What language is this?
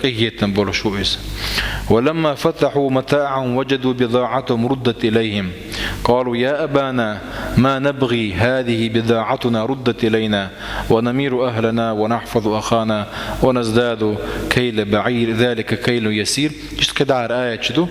Chechen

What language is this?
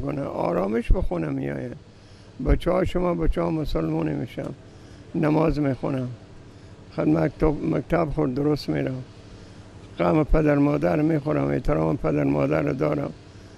Persian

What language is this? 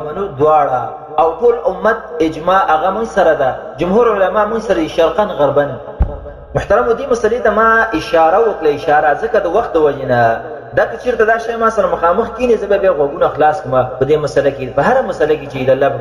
Pashto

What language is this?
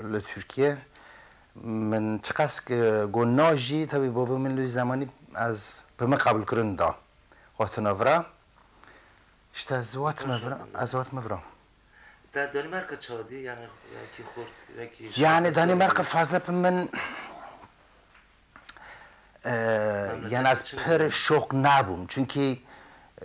Persian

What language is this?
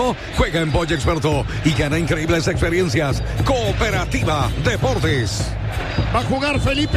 Spanish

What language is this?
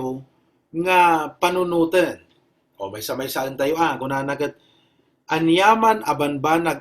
Iloko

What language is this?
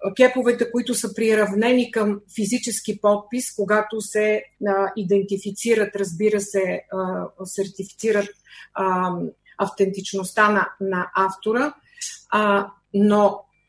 Bulgarian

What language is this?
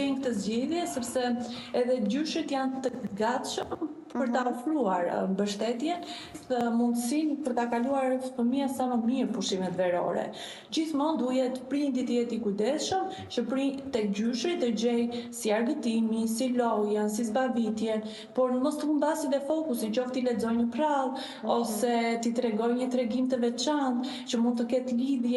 Albanian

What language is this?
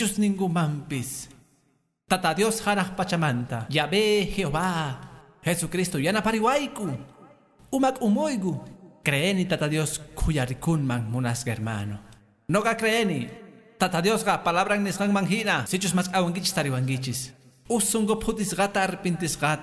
Quechua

